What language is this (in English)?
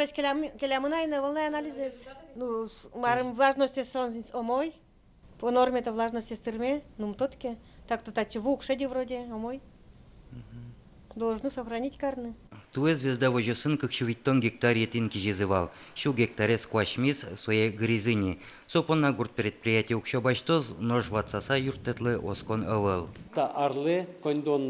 Udmurt